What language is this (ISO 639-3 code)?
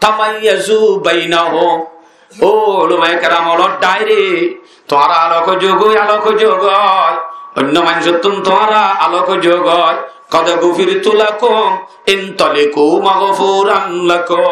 rhg